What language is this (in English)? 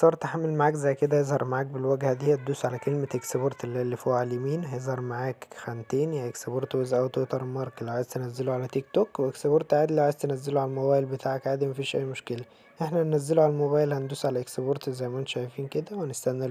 Egyptian Arabic